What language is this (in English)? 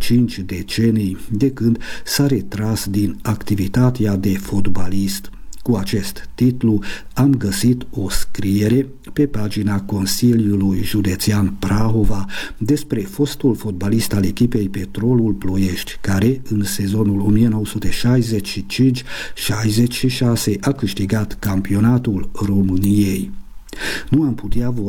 Romanian